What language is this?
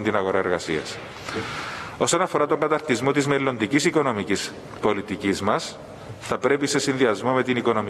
Greek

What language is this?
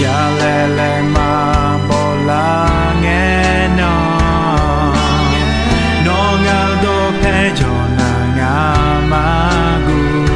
Akha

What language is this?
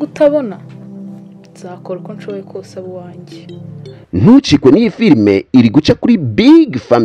Kinyarwanda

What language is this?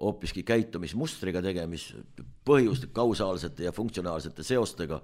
Estonian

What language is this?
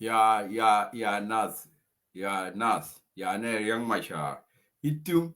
Nuer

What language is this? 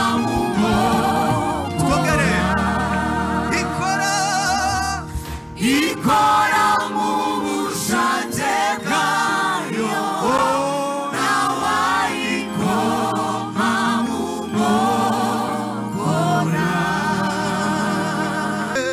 Kinyarwanda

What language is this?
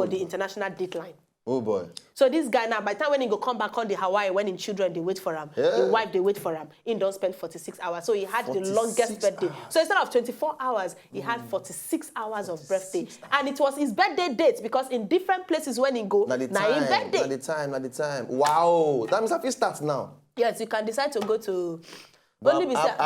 Nigerian Pidgin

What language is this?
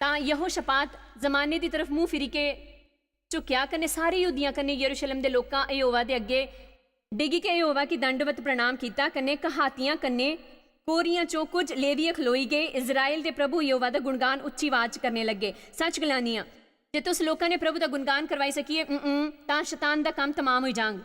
Dogri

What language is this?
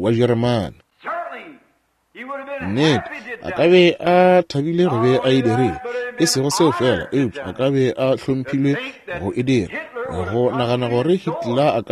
Northern Sotho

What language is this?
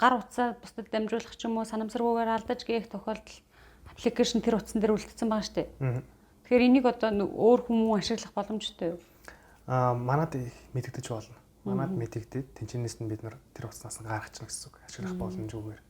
Mongolian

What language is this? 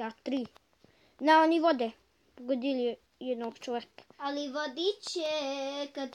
Bosnian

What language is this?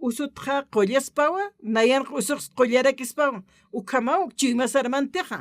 Aymara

